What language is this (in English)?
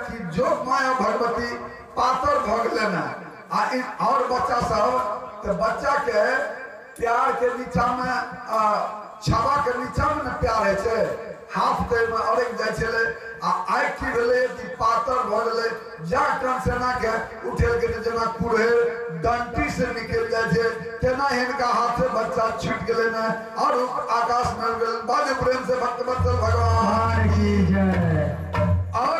Maithili